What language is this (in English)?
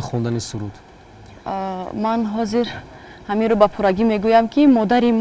Tajik